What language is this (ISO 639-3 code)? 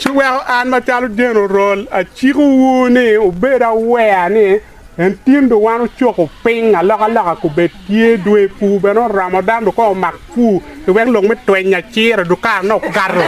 ach